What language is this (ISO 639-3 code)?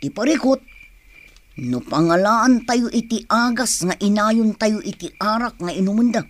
ilo